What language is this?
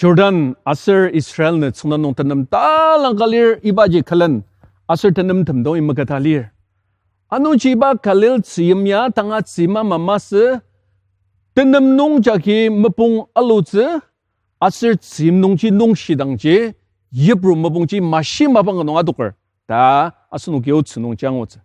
Ao Naga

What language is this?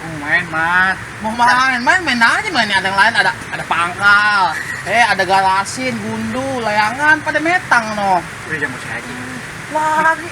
Betawi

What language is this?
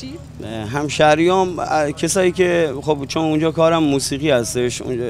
Persian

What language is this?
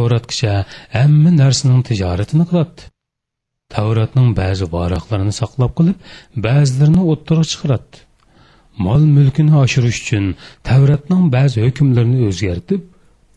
Uyghur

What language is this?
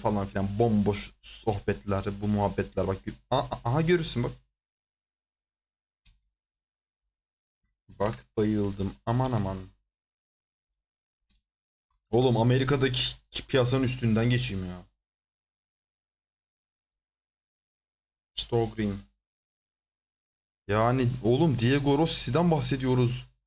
Turkish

